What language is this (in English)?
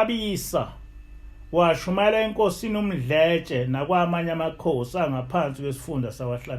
Zulu